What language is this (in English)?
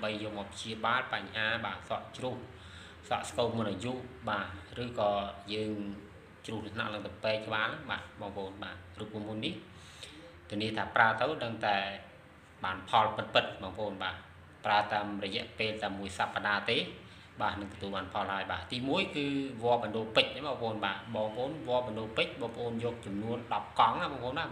Khmer